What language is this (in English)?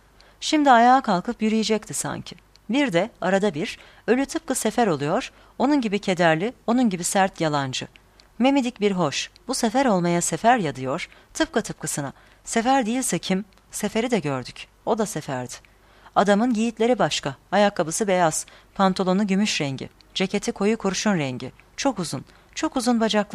Turkish